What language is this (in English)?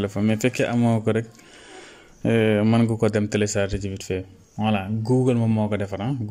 Wolof